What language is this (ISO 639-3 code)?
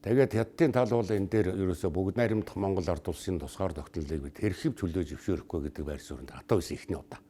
mon